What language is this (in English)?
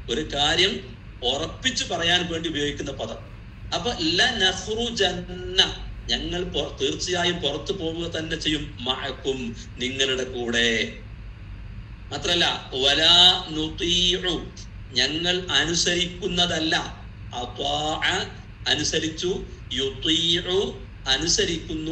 Malayalam